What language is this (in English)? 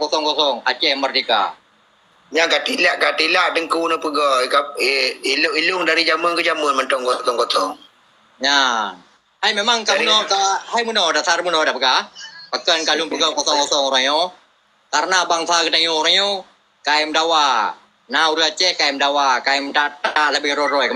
Achinese